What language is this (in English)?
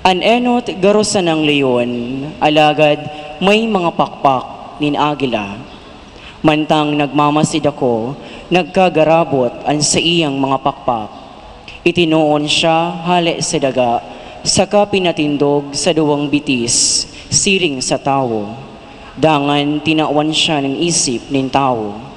Bikol